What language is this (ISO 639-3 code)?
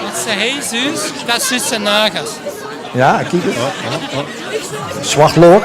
lim